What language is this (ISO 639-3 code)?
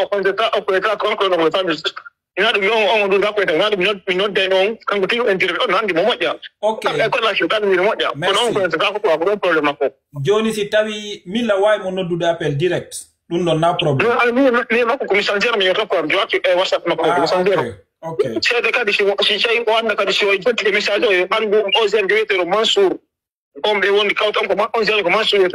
ful